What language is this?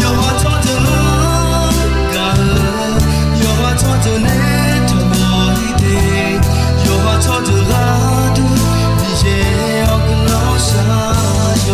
Akha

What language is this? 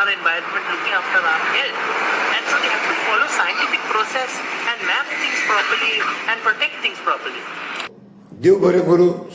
Konkani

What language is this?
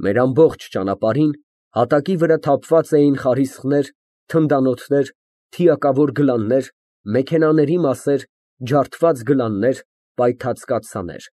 Armenian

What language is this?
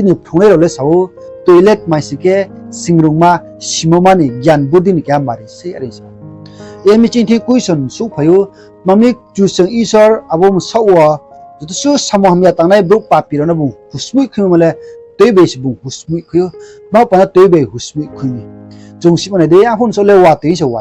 Riang (India)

